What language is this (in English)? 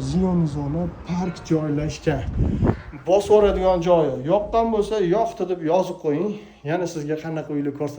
Uzbek